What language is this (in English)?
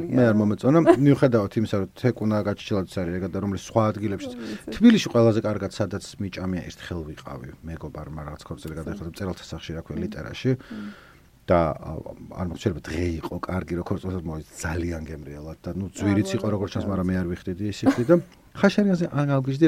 Georgian